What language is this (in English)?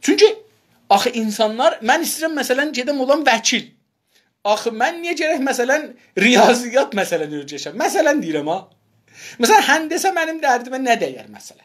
South Azerbaijani